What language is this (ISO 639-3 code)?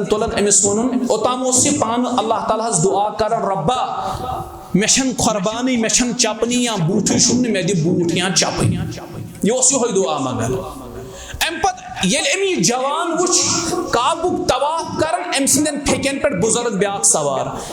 kas